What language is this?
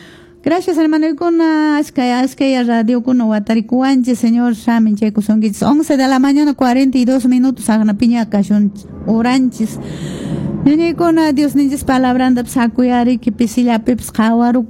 Quechua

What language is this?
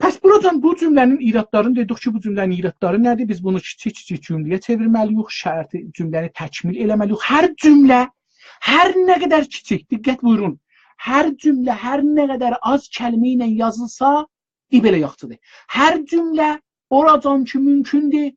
South Azerbaijani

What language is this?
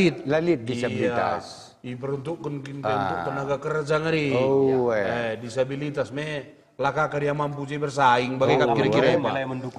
Batak Karo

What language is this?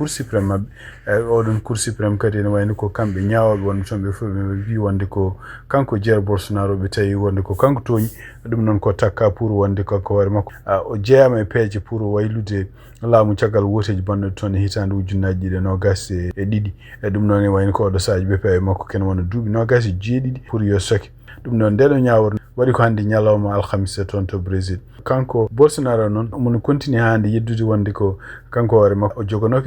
Fula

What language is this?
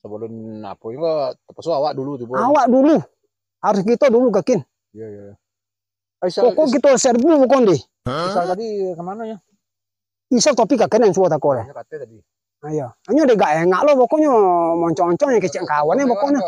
Minangkabau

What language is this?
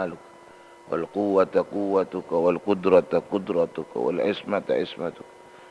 Madurese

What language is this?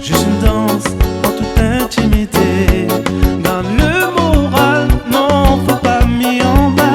Réunion Creole French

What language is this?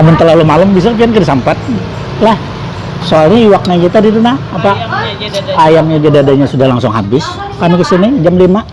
Banjar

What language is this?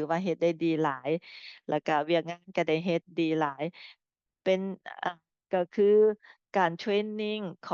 Lao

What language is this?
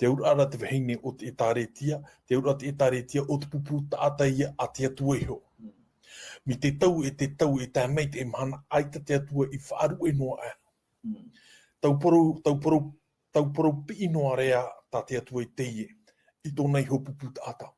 Tahitian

